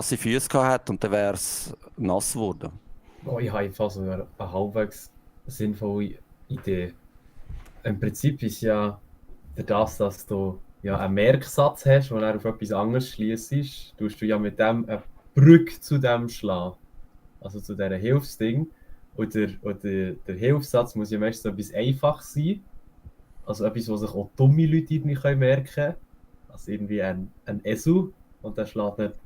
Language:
Swiss German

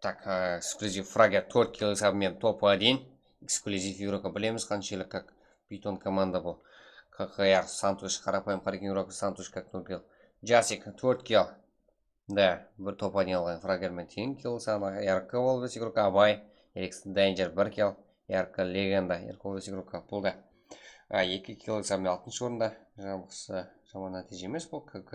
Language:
Kara-Kalpak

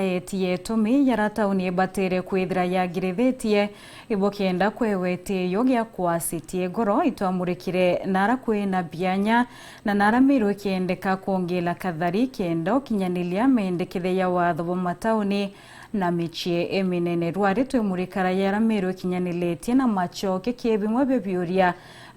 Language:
Meru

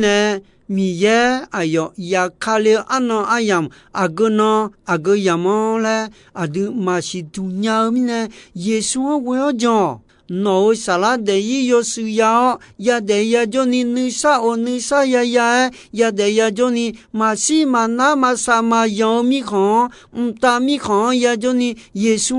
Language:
Akha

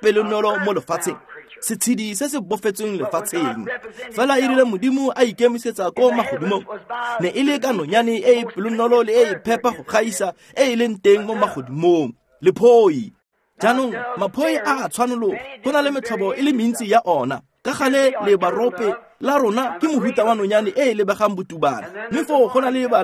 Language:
Tswana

